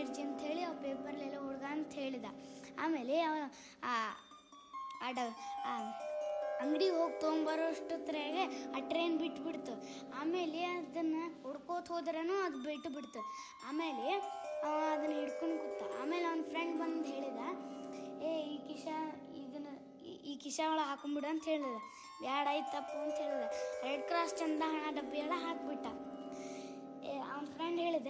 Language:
Kannada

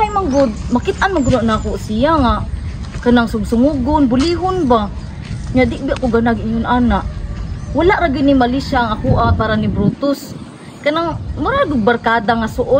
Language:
Cebuano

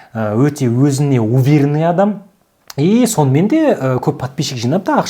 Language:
Kazakh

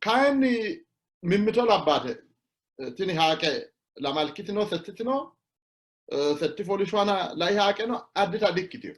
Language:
Sidamo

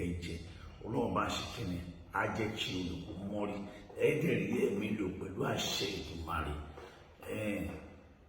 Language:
Yoruba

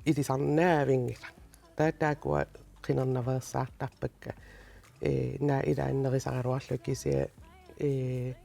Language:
Kalaallisut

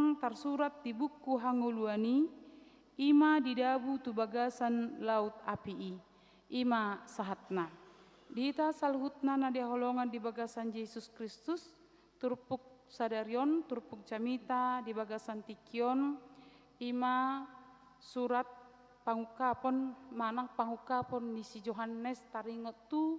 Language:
Batak Toba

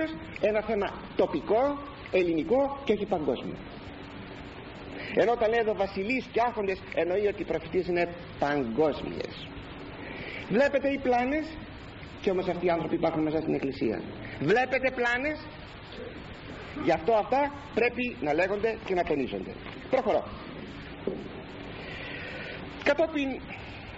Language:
Greek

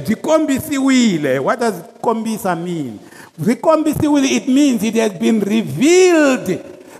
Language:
Tsonga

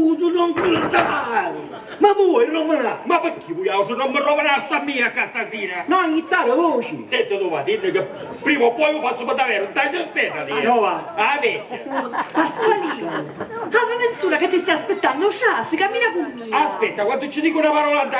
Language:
Sicilian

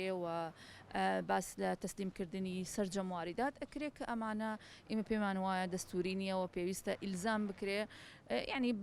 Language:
Central Kurdish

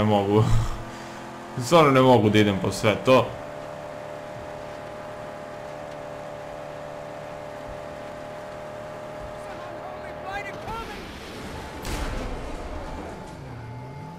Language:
Serbian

